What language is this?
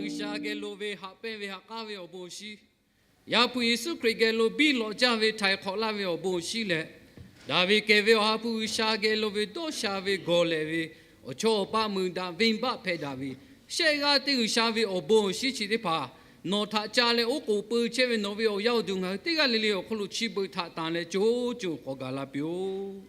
Lahu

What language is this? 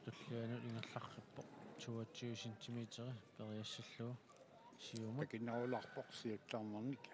Kalaallisut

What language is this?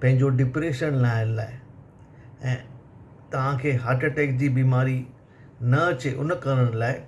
Sindhi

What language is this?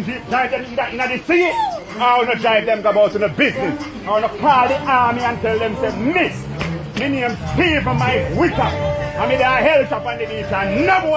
Jamaican Creole English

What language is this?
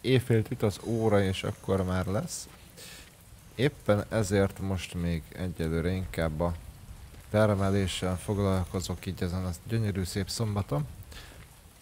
Hungarian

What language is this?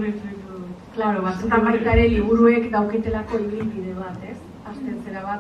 Basque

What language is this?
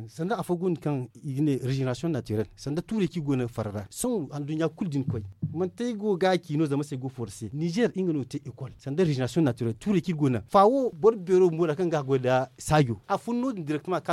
Zarma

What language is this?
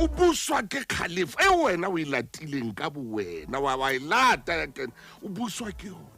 Southern Sotho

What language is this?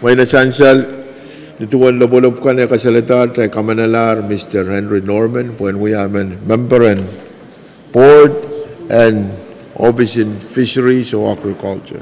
Pohnpeian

